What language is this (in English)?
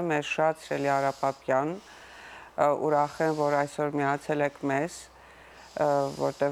Western Armenian